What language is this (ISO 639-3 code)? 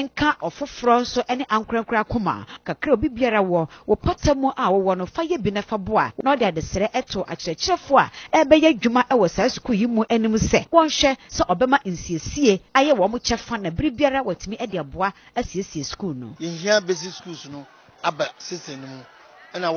aka